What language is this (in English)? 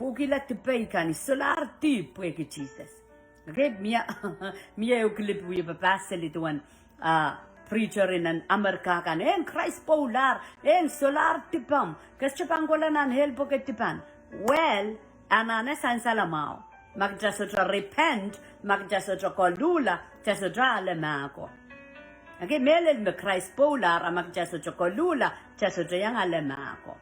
Pohnpeian